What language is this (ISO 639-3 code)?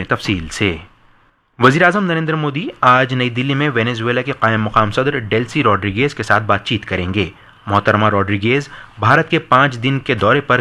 urd